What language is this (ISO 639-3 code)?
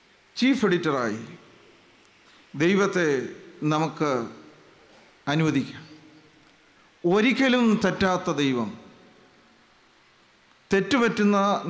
mal